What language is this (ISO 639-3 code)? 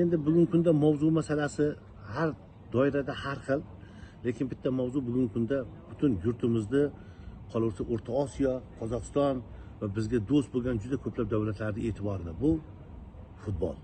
uzb